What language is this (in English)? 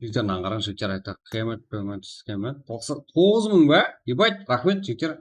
Kara-Kalpak